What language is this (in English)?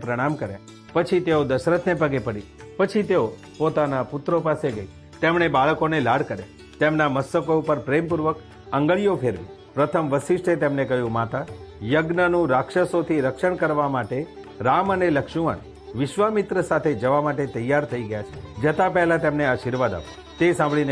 Gujarati